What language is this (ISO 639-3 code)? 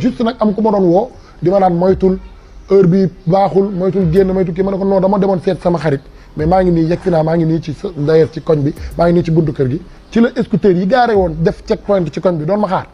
wol